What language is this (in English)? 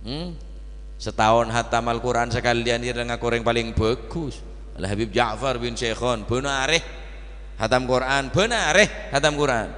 Madurese